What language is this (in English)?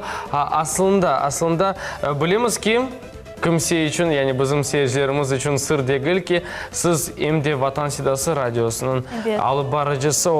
Crimean Tatar